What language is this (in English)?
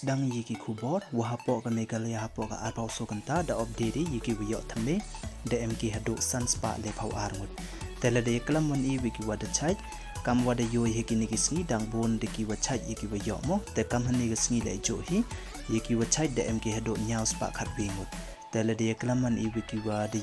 Pnar